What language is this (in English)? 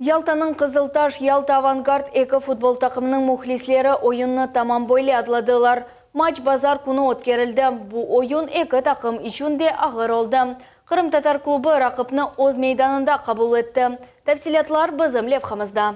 Crimean Tatar